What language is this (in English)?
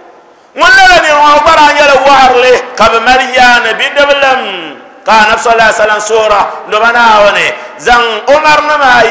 Dagbani